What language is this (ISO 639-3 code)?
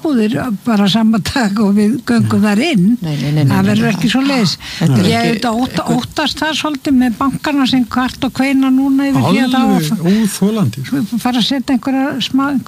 isl